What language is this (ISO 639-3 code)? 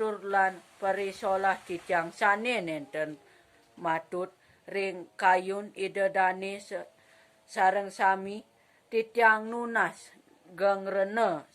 ban